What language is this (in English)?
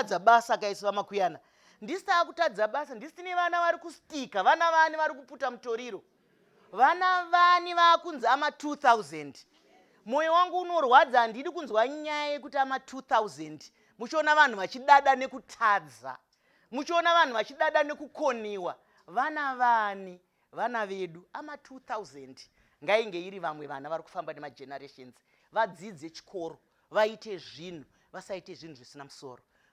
Shona